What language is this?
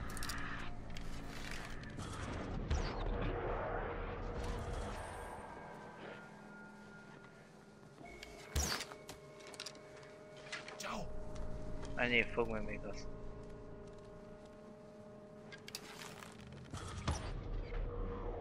Hungarian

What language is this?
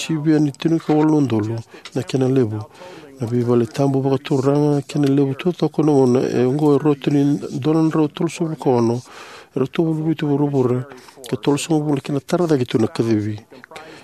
Fijian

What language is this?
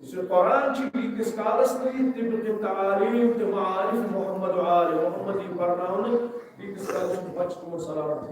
Kashmiri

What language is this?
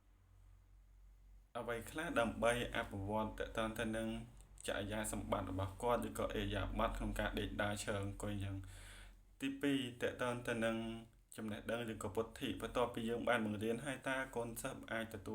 Khmer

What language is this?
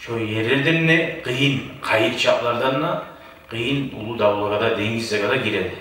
Kumyk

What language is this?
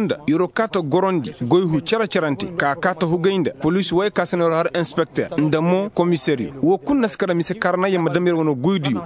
Koyraboro Senni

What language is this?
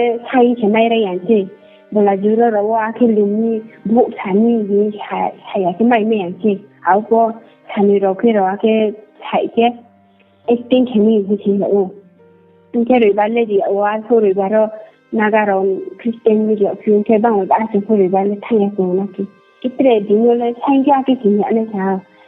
Riang (India)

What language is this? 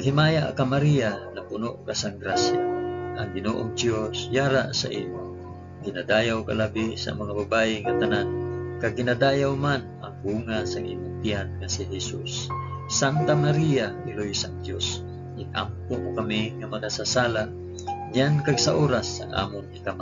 Hiligaynon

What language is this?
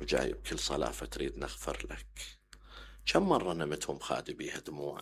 Mesopotamian Arabic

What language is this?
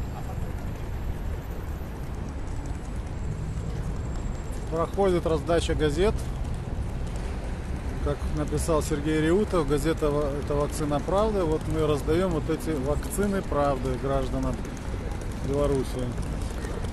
Russian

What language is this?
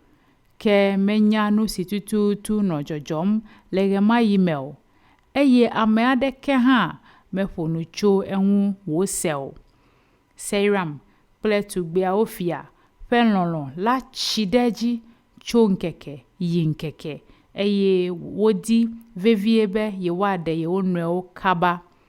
Ewe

